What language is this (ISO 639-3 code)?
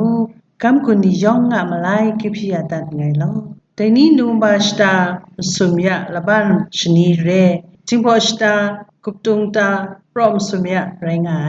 kac